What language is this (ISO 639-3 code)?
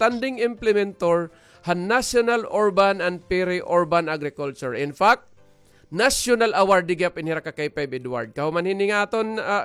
war